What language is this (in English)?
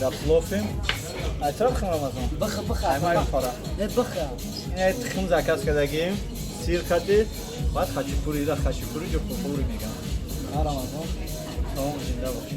Tajik